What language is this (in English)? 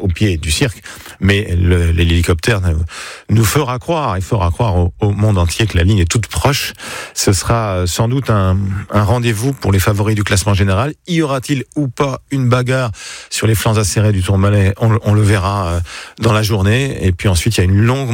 French